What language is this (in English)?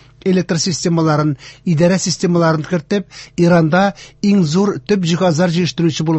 Tatar